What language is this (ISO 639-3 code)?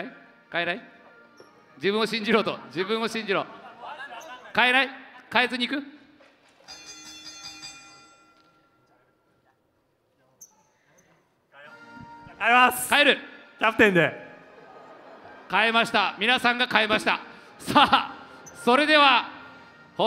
jpn